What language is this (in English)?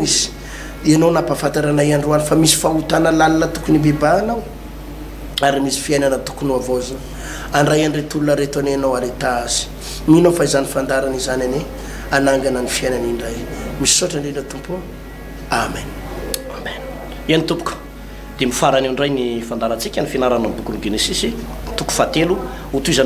Malagasy